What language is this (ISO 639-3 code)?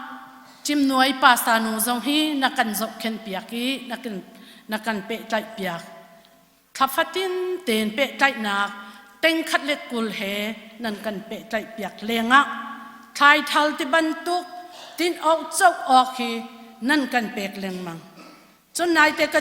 cnh